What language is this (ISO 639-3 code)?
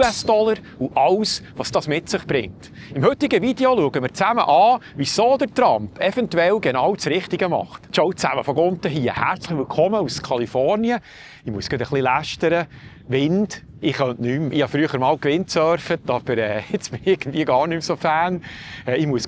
gsw